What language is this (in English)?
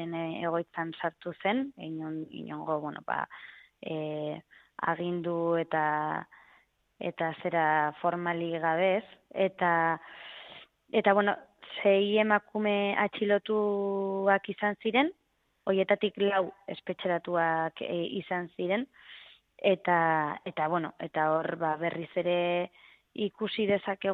Basque